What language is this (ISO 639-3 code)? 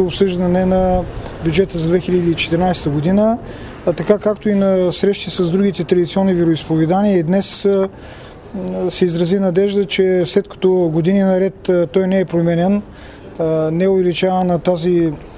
bul